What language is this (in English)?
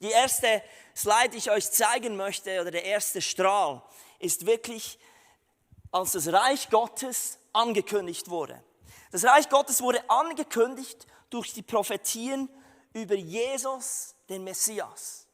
Swiss German